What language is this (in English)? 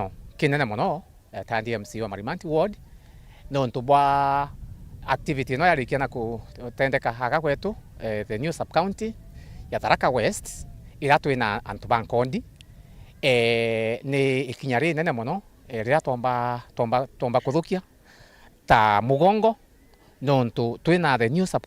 Meru